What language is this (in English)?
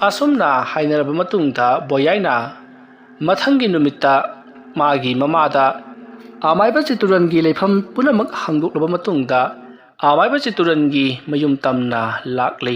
Manipuri